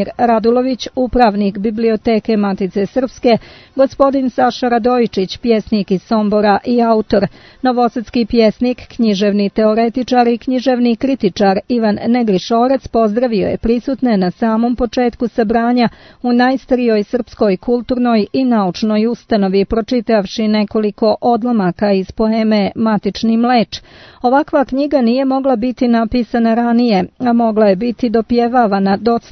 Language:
Serbian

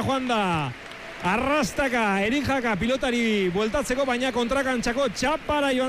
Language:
Basque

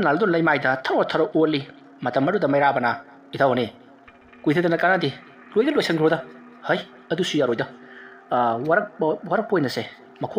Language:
Manipuri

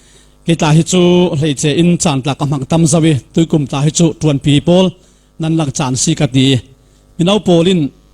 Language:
Falam Chin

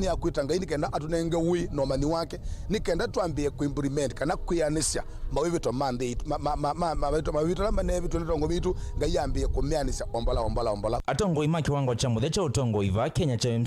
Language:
Kamba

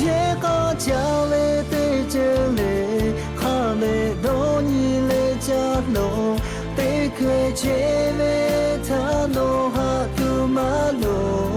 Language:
Lahu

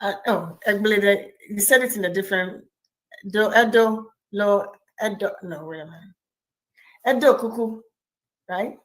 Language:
Ewe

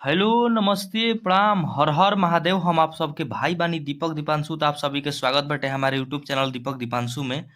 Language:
Bhojpuri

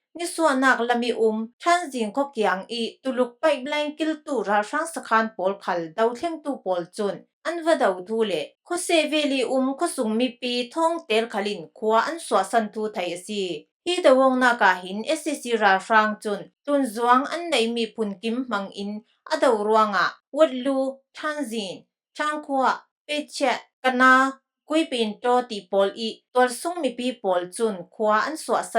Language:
Falam Chin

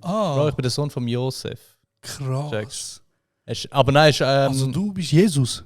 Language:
Swiss German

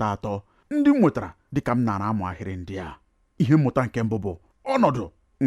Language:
Igbo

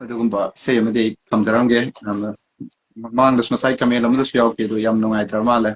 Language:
Manipuri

